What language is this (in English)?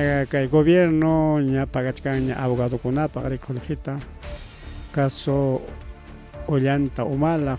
Ayacucho Quechua